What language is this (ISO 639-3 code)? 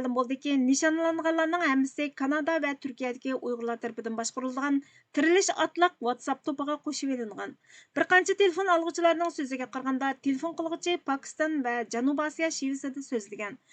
uig